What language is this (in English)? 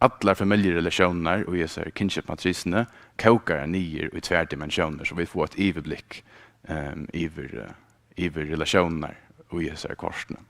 Faroese